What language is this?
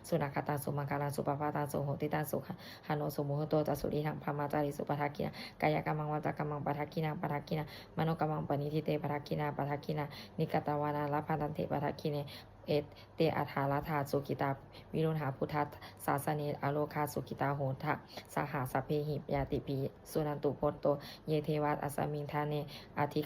Pali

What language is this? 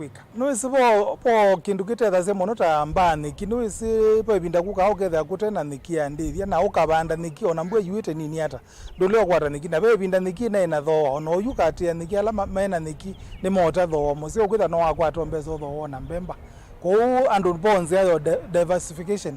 Kamba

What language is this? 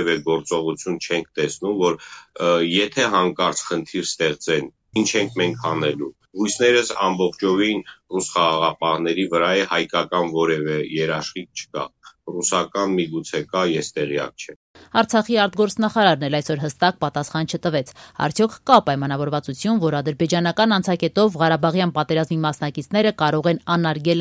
Armenian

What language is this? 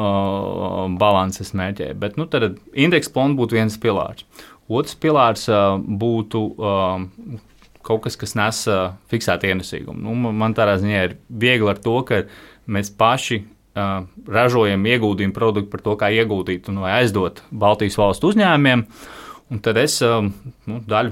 Latvian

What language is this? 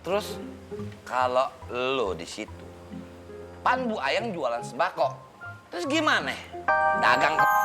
Betawi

